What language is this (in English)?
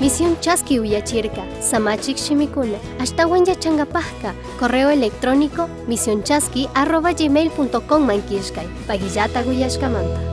Chimborazo Highland Quichua